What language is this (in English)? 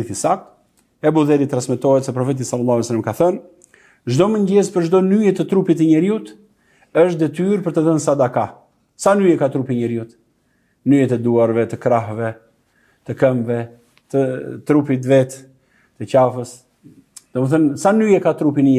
Albanian